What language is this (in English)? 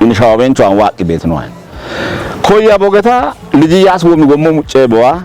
Kafa